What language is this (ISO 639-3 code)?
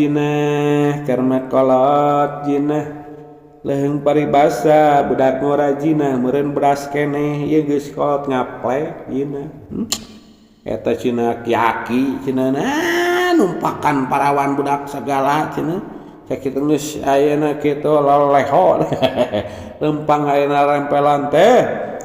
sun